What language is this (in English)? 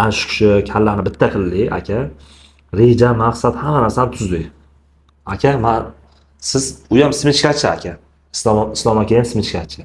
Uzbek